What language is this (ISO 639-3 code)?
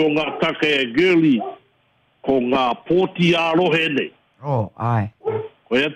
mri